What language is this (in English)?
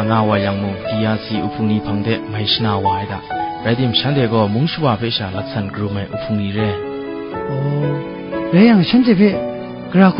Kachin